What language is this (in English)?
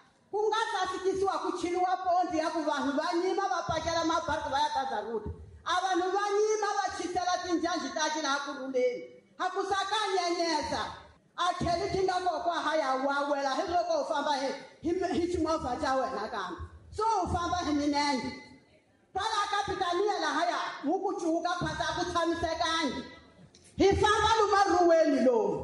Tsonga